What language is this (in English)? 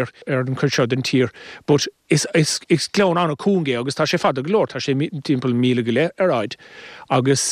Irish